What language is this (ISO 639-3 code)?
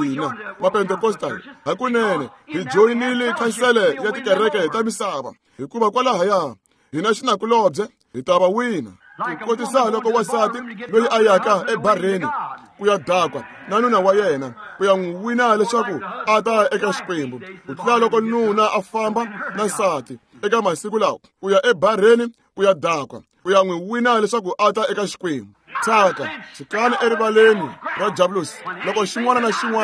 tso